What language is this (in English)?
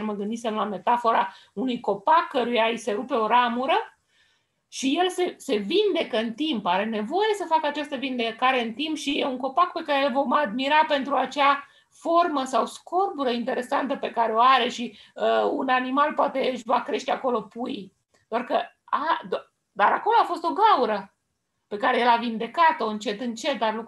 Romanian